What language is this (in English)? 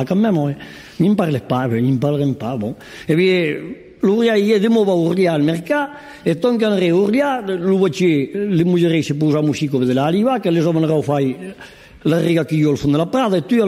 Occitan